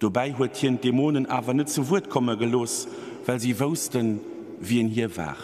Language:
Luxembourgish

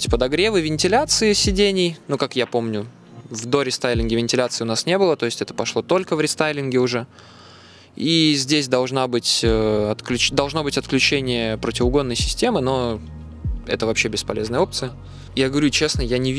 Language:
Russian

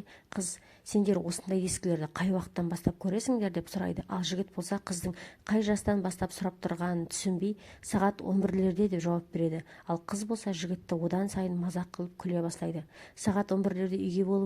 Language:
Kazakh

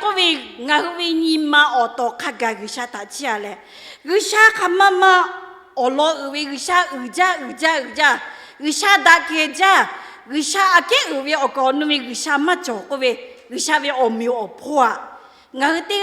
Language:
Lahu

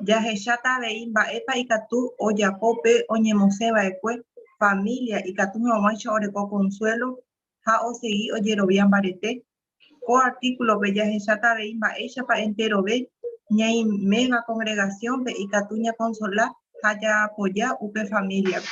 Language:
Guarani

